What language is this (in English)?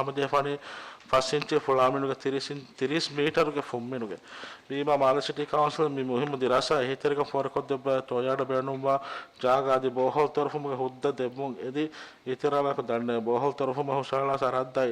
Divehi